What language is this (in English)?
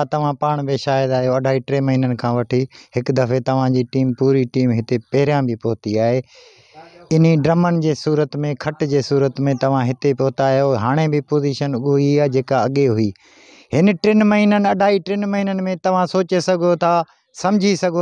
Sindhi